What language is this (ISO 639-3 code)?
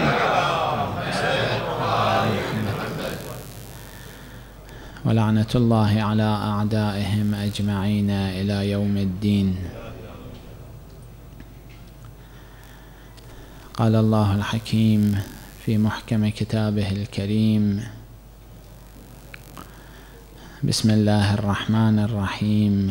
ara